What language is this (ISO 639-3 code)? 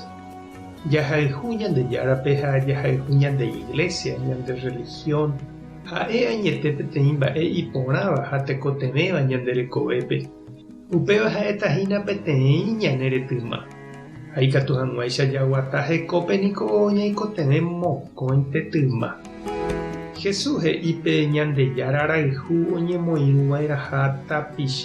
grn